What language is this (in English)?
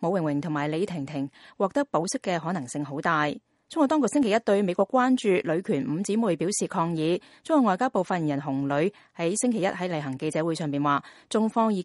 Cantonese